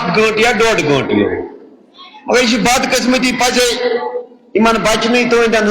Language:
Kashmiri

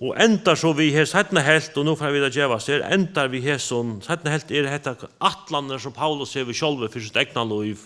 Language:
Faroese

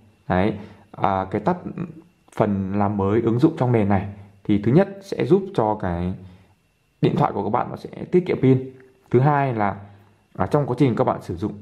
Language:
Vietnamese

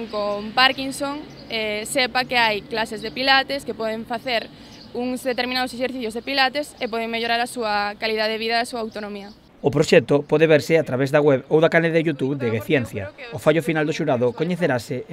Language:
Galician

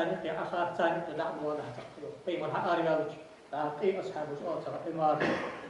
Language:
Ingush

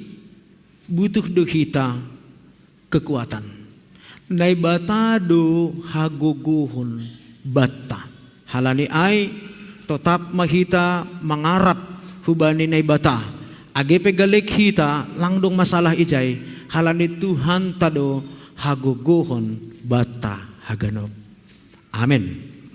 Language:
Batak Simalungun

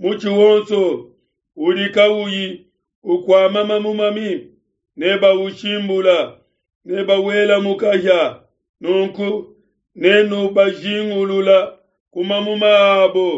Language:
Luba-Lulua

